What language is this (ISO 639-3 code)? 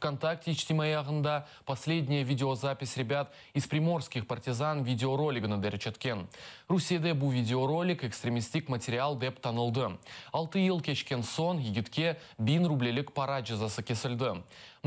crh